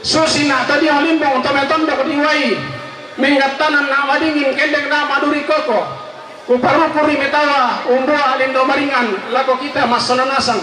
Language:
Toraja-Sa'dan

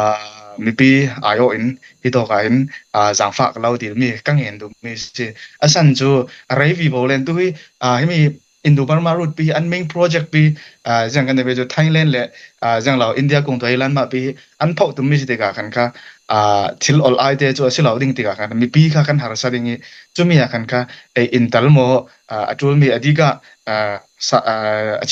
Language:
Hakha Chin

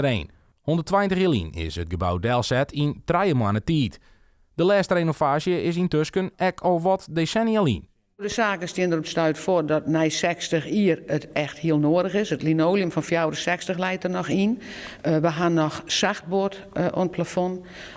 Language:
Western Frisian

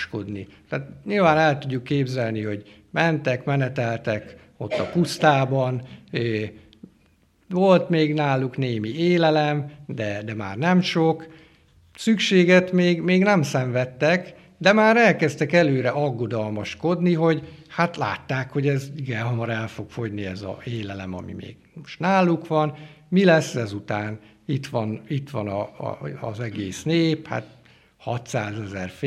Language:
Hungarian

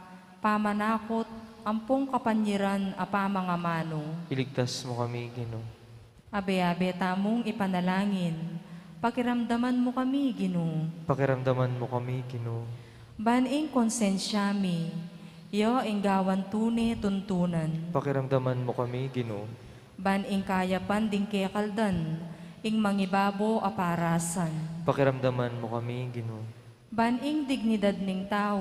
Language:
Pampanga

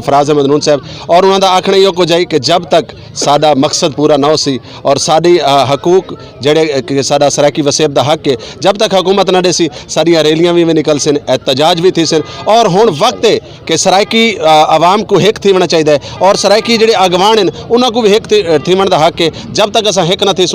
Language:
Saraiki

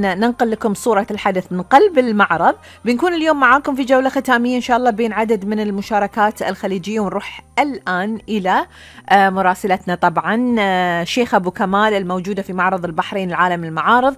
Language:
Gulf Arabic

